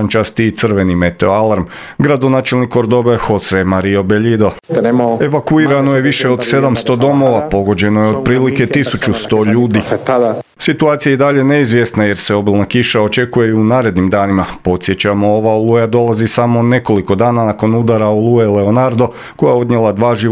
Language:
Croatian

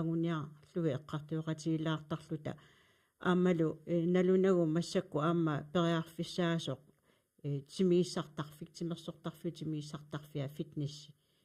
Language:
Kalaallisut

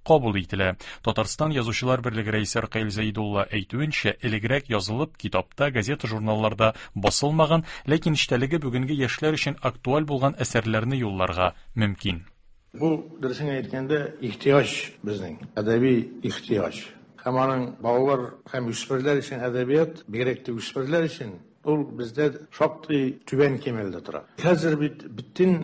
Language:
Tatar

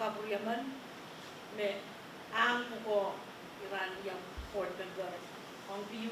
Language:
Pohnpeian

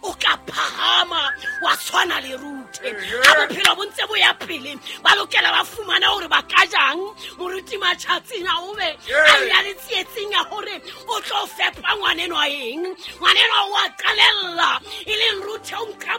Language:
Southern Sotho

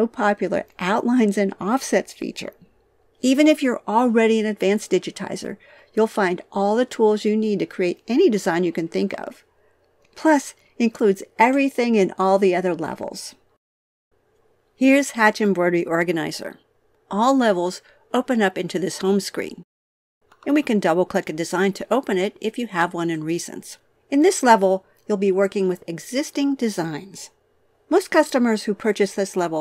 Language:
English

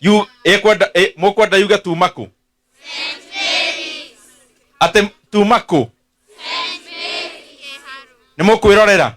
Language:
Kikuyu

